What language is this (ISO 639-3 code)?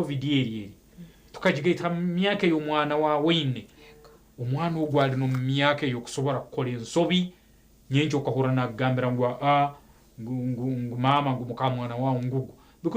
nyn